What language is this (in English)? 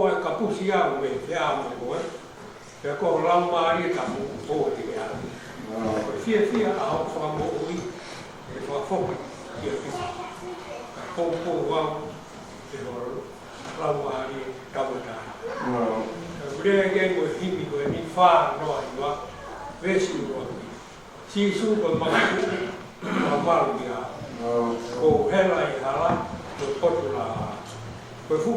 Tongan